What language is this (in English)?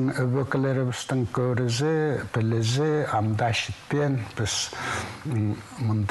Khakas